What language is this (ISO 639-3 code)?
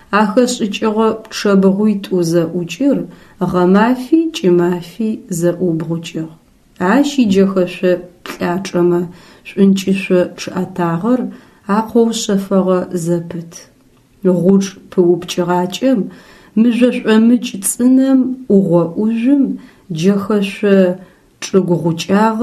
ady